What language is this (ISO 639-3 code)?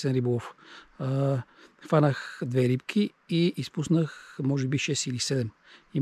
bul